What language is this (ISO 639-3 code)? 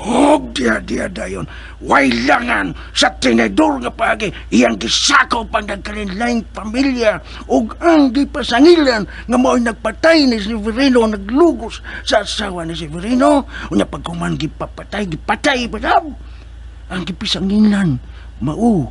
ceb